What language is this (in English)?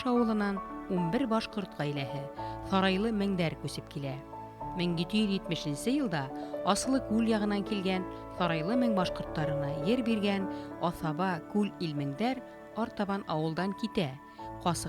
Bashkir